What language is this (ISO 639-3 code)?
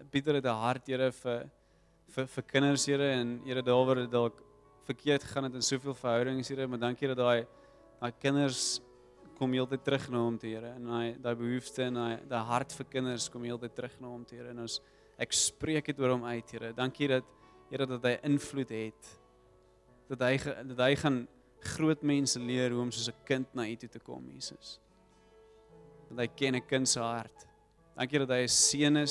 afr